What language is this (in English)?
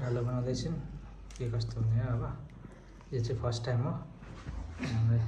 Nepali